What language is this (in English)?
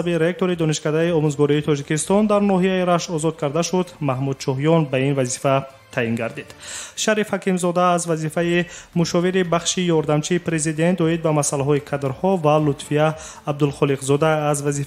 Tajik